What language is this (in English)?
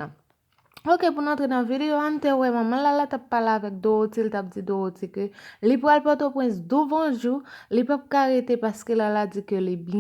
Haitian Creole